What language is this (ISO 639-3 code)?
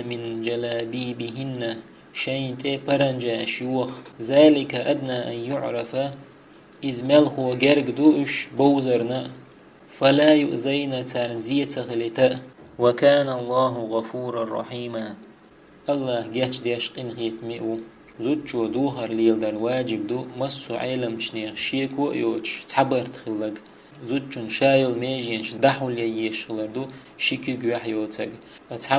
che